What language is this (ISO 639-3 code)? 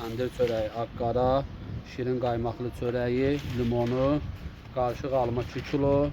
aze